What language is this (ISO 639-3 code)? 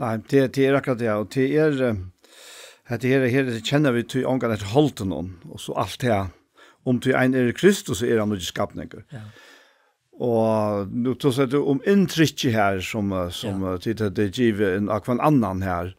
fao